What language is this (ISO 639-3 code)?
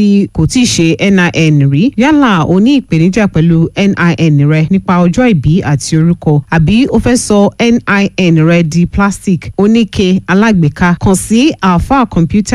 yor